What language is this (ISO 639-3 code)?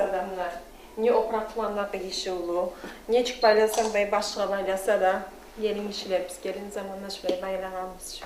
kum